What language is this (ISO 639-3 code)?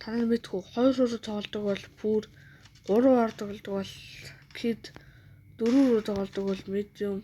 mon